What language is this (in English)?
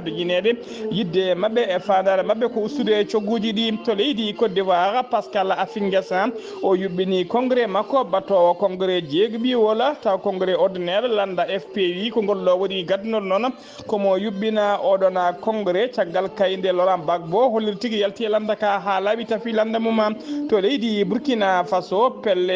Fula